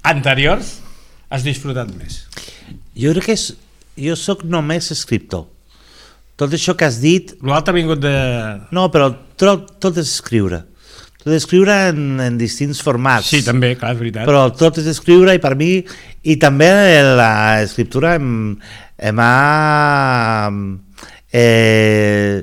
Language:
Catalan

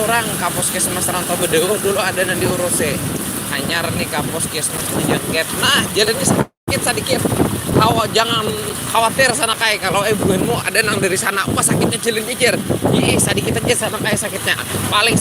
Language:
Banjar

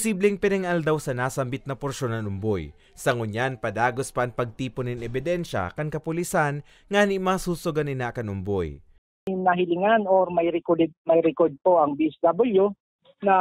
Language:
Bikol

